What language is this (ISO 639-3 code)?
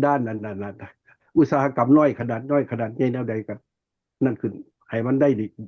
lao